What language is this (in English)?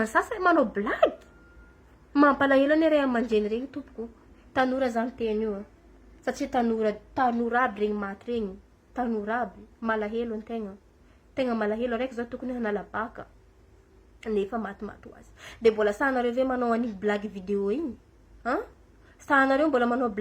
Malagasy